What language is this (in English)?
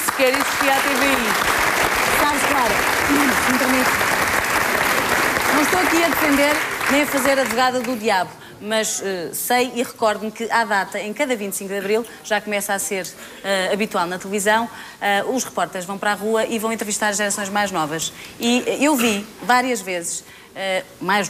Portuguese